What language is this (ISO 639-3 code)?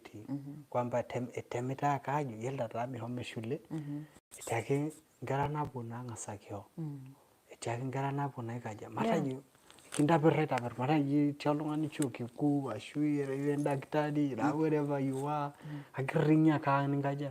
mas